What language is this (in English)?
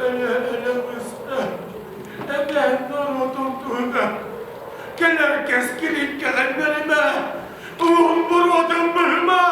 Yakut